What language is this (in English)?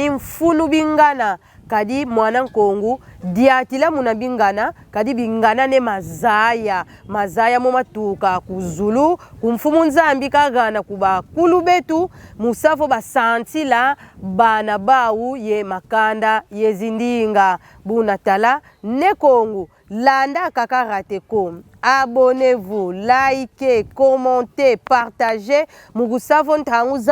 Kongo